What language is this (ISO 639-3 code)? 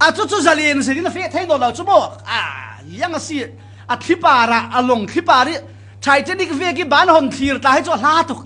cfm